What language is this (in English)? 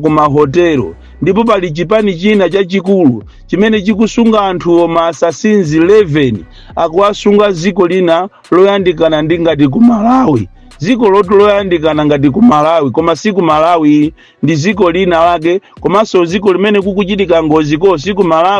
Nyanja